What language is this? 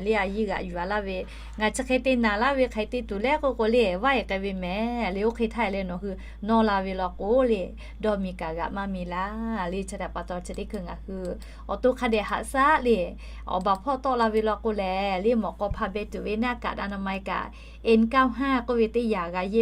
Lahu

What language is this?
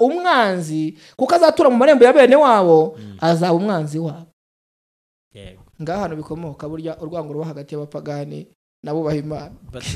Kinyarwanda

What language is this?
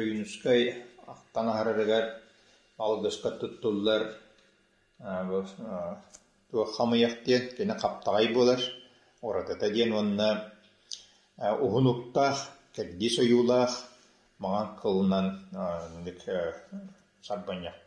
Yakut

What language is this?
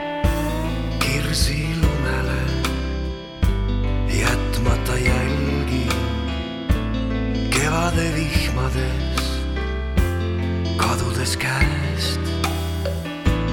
Estonian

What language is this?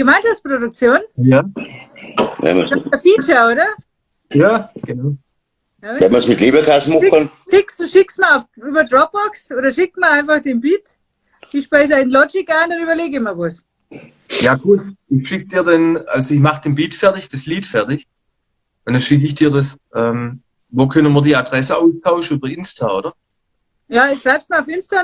Bavarian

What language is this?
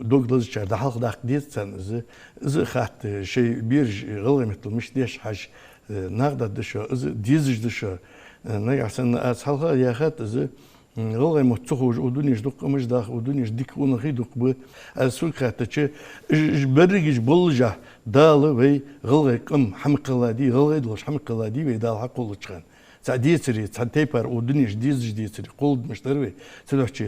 Ingush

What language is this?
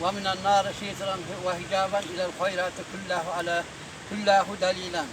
Uzbek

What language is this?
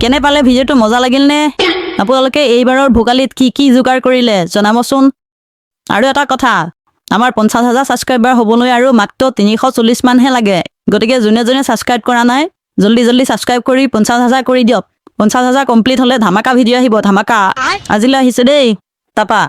Assamese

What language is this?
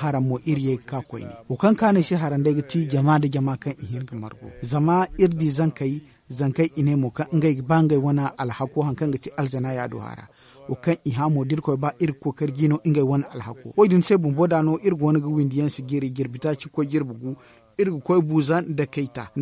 Zarma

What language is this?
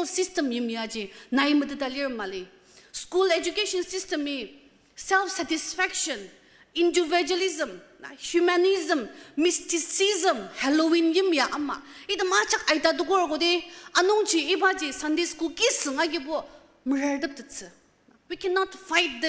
Ao Naga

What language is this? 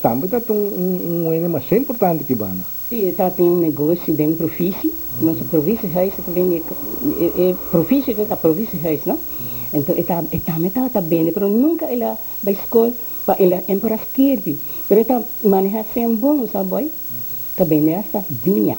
Papiamento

